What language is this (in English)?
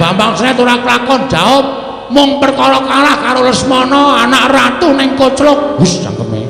Javanese